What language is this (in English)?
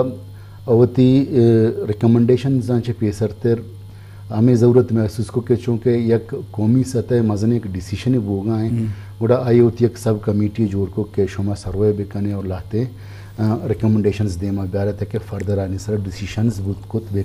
Eastern Balochi